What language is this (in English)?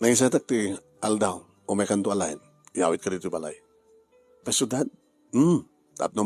Iloko